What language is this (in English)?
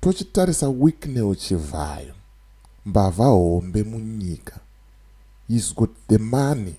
Shona